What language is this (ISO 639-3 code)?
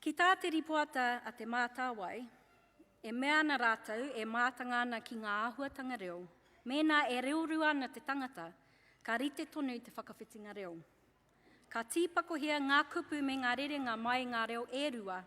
mri